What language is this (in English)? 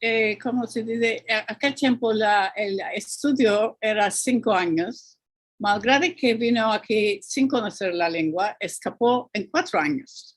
Ladino